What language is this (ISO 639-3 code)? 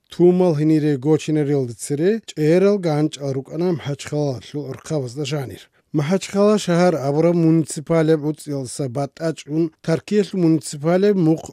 ava